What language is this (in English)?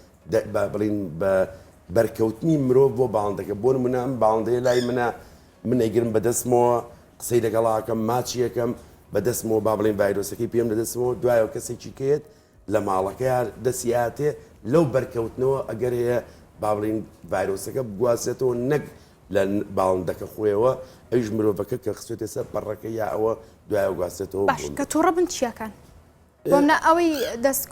Central Kurdish